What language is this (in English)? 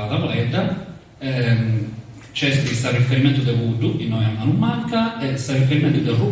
Sardinian